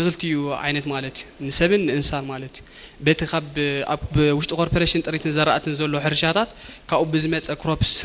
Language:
Tigrinya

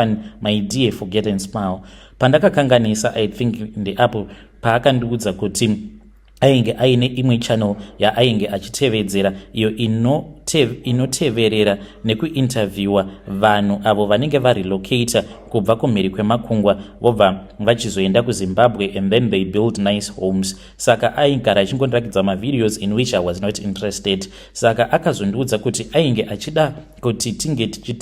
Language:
Shona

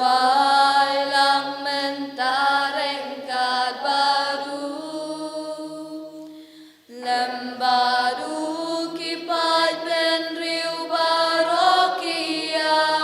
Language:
Khasi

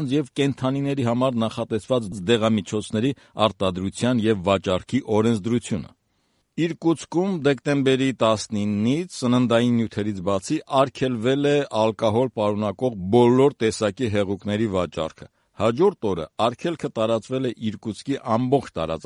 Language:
Armenian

